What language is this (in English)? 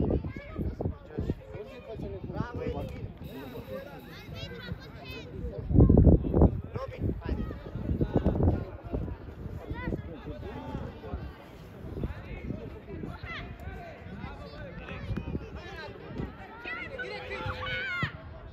Romanian